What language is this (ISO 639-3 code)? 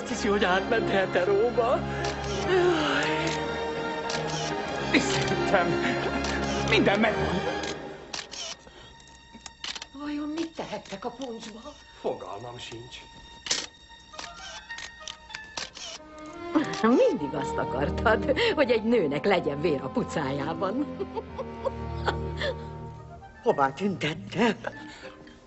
hun